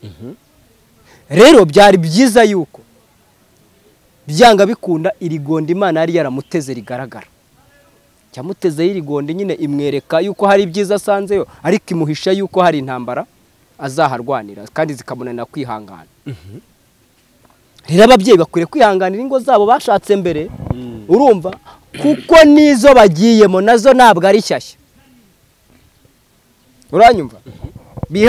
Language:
Kinyarwanda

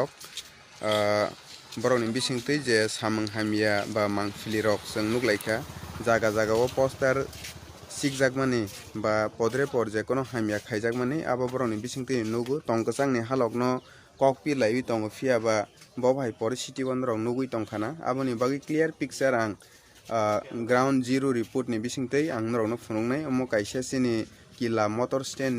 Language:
Kok Borok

